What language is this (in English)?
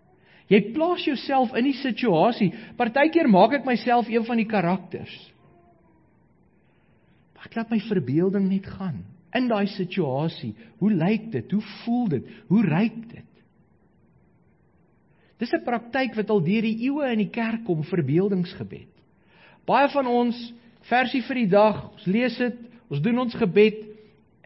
Afrikaans